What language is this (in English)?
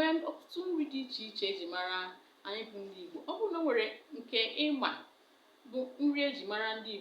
Igbo